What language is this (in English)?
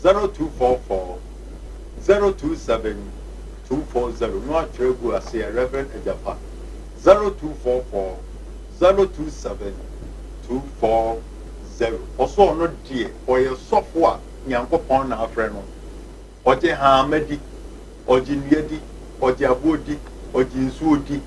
Akan